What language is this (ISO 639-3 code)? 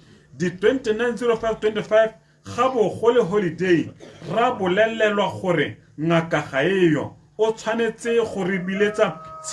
tsn